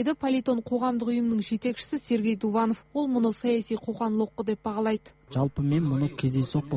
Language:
Kazakh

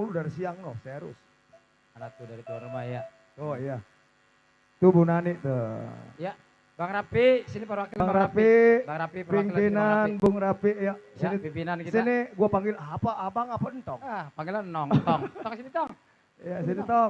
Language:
Betawi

